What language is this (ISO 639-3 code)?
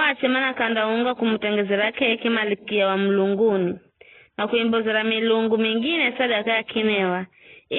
nyf